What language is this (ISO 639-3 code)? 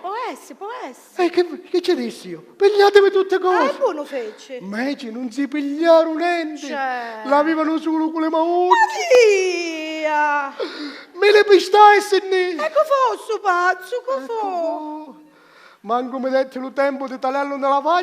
scn